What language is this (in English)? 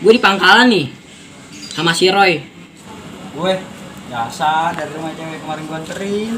Betawi